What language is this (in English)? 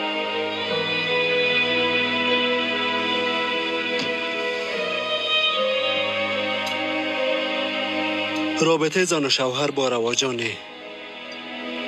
Persian